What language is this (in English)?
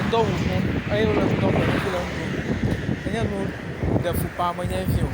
Ewe